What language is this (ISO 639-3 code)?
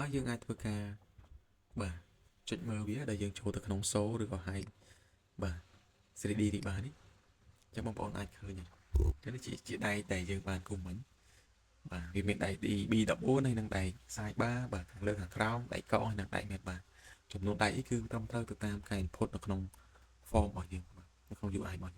khm